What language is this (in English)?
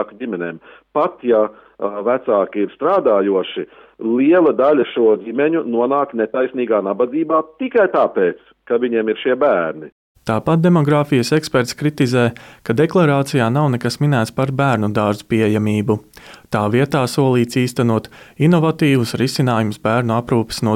Latvian